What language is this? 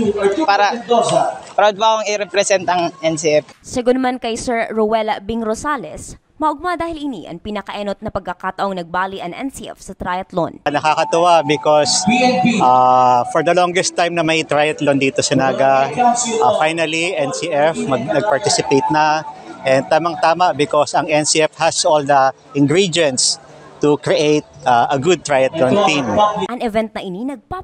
Bikol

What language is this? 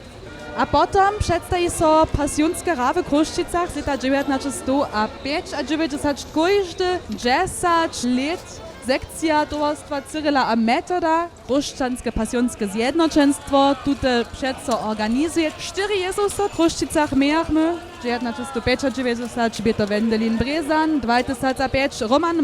Upper Sorbian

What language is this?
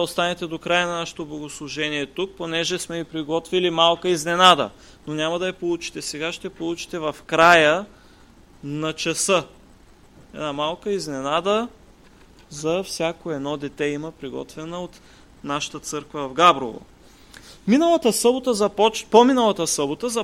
Bulgarian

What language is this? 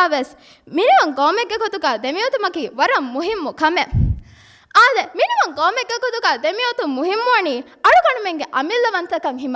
Divehi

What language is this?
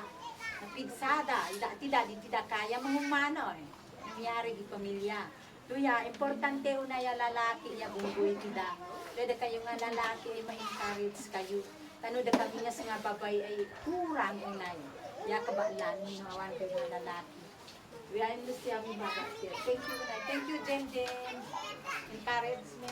Isnag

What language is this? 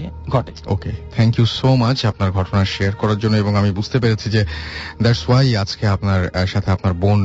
Bangla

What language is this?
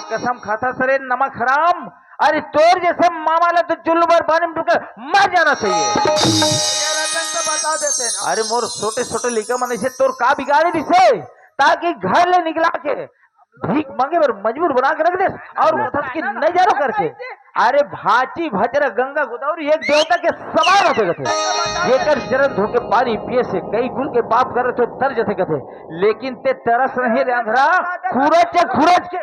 Chhattisgarhi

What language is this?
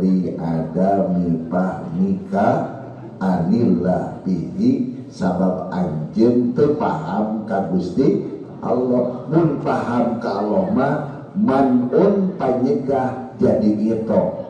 Sundanese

